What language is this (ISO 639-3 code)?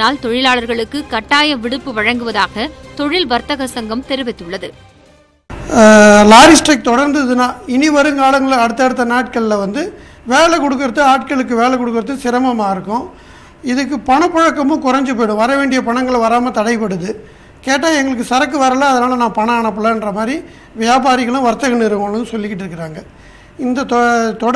tam